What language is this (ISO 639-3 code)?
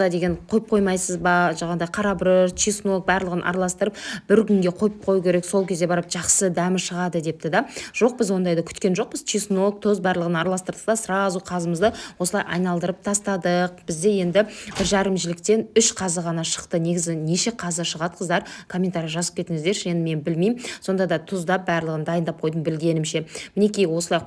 kaz